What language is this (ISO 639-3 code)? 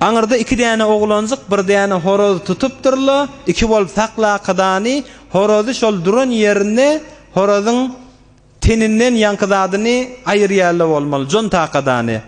tuk